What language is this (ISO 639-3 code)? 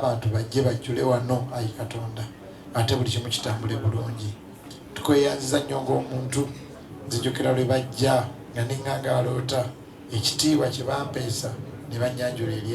lug